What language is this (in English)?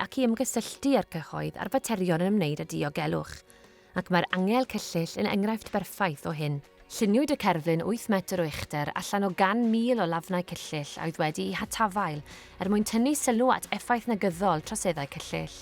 Welsh